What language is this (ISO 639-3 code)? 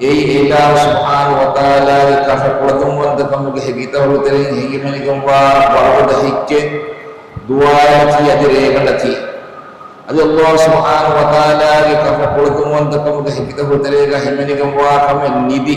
div